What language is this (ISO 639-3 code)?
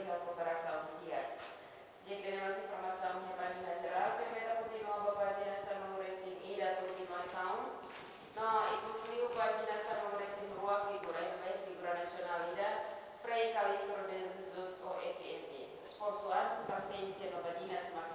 tet